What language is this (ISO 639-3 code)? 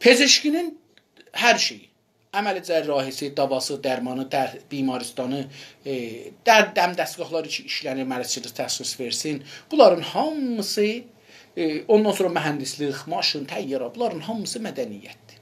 azb